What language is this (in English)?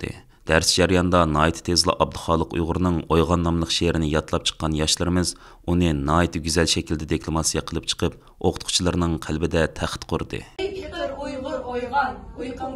Uyghur